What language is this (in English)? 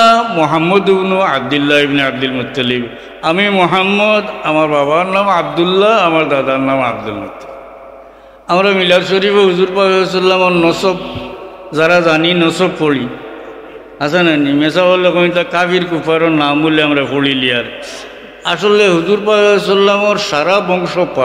Sylheti